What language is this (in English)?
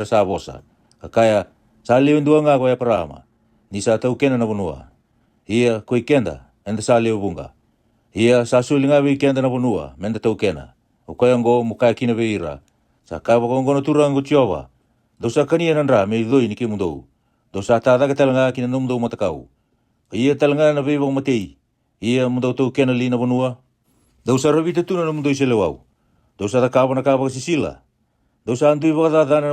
Fijian